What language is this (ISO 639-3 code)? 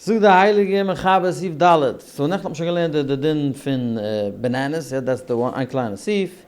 yid